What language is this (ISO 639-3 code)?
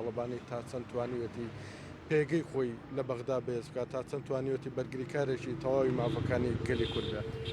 ckb